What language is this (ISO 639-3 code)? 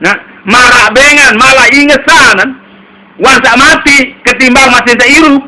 sas